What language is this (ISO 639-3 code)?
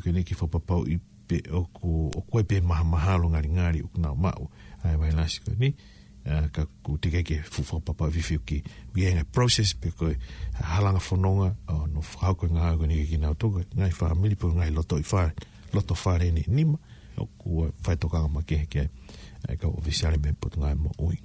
ton